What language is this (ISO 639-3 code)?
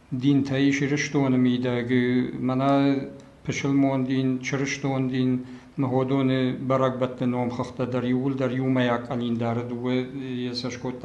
oss